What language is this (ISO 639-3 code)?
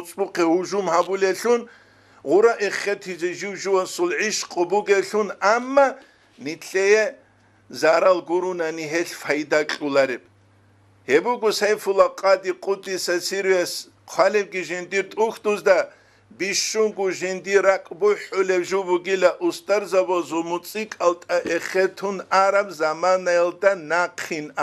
ava